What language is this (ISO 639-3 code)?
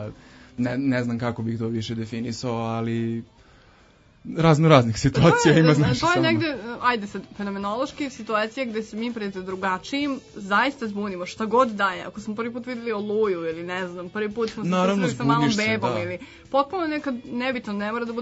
srp